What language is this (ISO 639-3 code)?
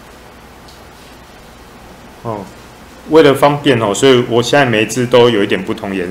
zho